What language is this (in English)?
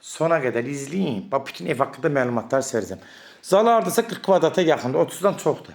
Azerbaijani